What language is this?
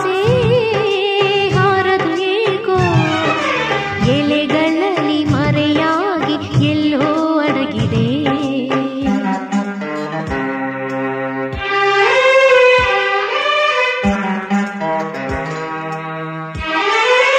Kannada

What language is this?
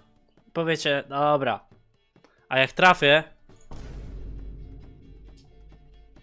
Polish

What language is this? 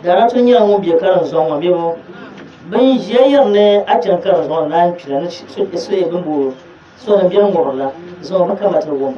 Dagbani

